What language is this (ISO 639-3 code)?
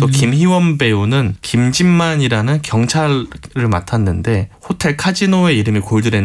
kor